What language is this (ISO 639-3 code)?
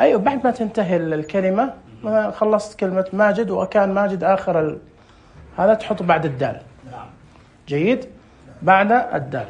ars